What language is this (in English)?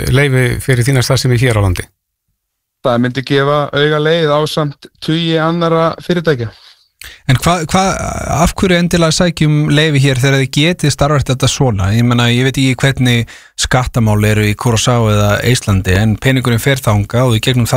Icelandic